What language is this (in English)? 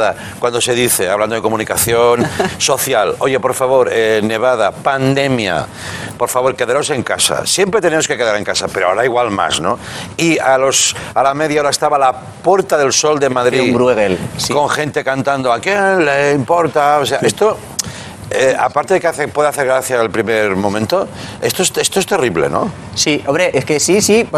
Spanish